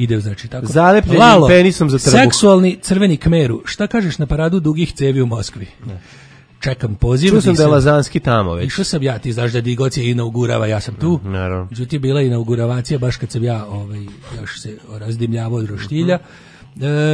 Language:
Serbian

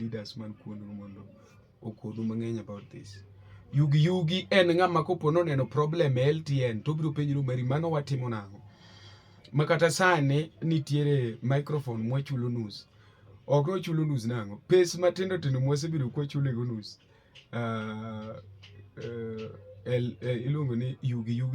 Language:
Luo (Kenya and Tanzania)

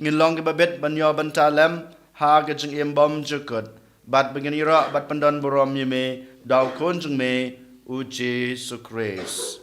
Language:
Khasi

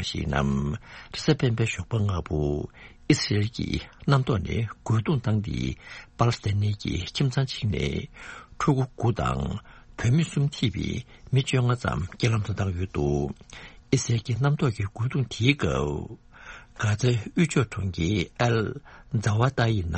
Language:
Tibetan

